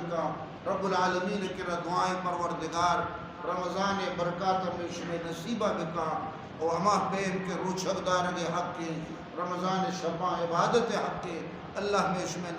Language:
Eastern Balochi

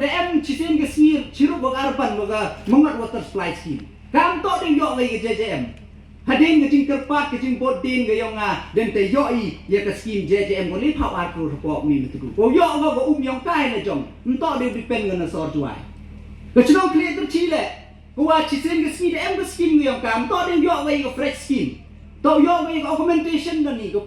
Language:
Pnar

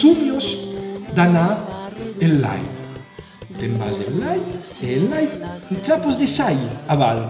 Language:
Occitan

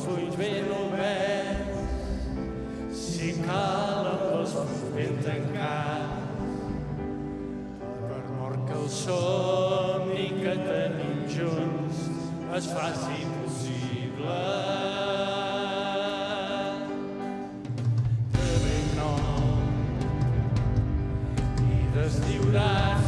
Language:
Catalan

